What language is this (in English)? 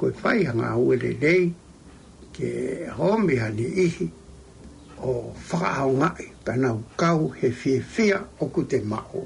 Tongan